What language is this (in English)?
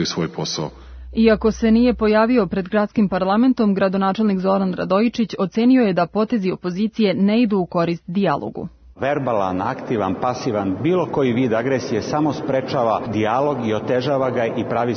Serbian